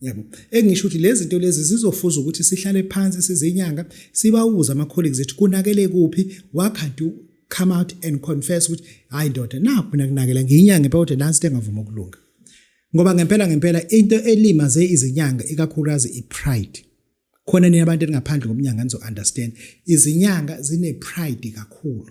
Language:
Zulu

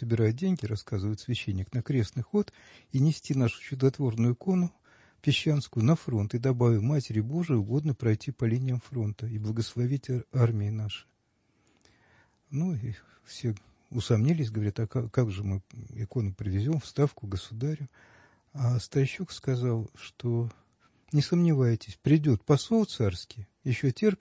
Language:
Russian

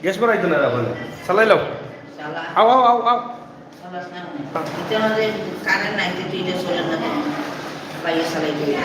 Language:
Sylheti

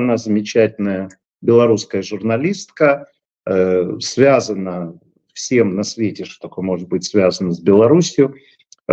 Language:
Russian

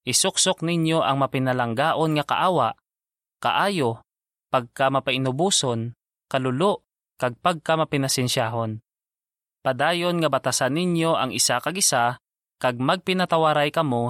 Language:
Hiligaynon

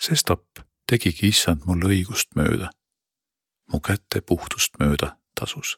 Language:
Estonian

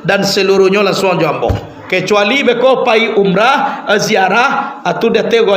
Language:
Minangkabau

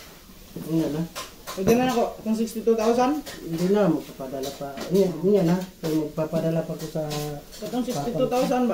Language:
Filipino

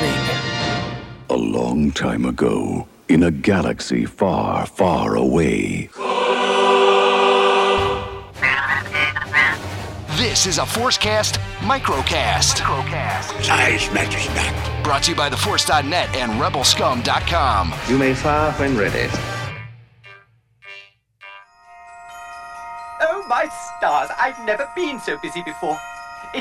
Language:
English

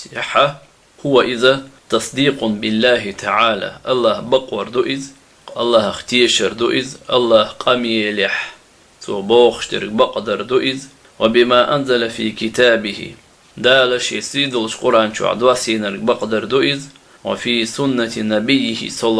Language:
Chechen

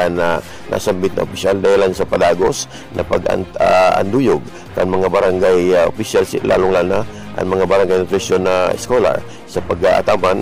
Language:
Bikol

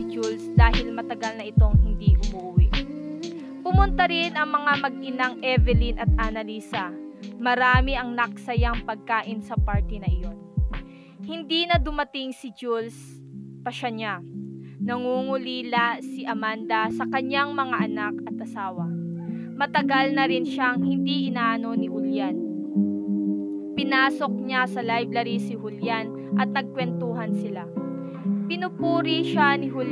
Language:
Filipino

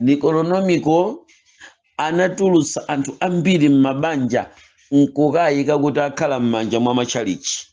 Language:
Nyanja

